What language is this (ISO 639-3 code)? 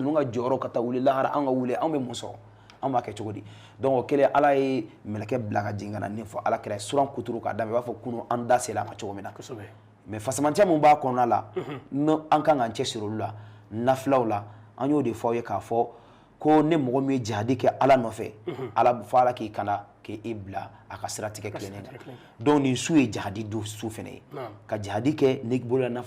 bam